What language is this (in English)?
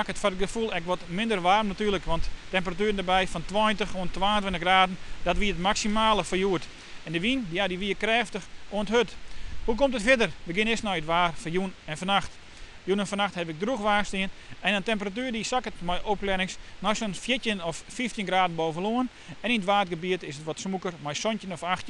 Western Frisian